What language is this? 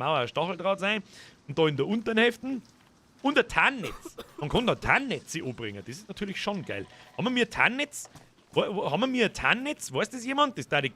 Bavarian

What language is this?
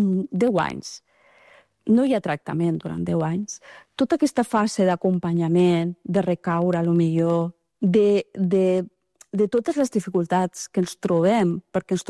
Catalan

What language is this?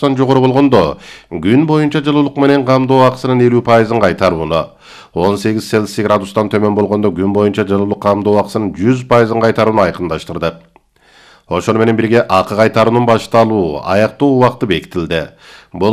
Kyrgyz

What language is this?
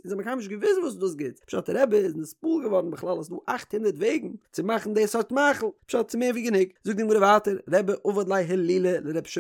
Yiddish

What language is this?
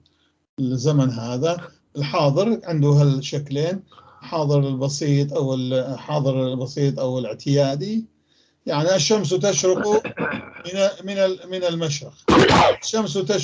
North Levantine Arabic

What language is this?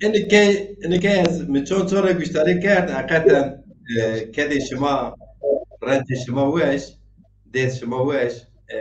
Zaza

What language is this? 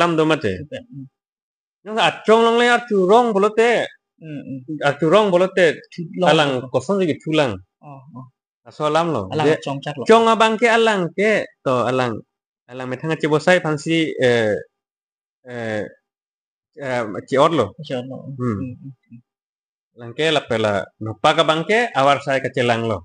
Karbi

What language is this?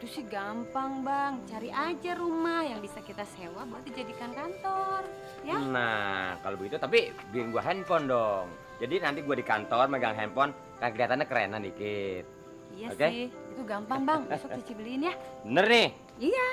Betawi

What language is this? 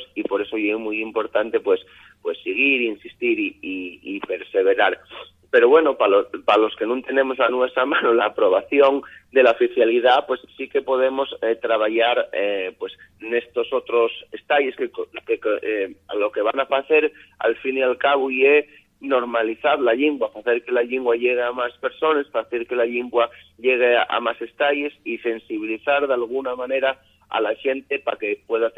Asturian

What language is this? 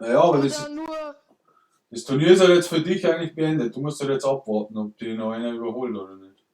Bavarian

